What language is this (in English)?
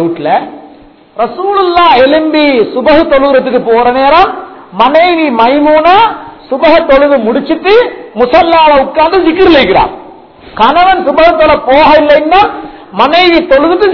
Tamil